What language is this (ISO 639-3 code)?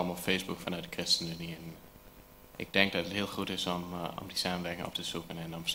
nld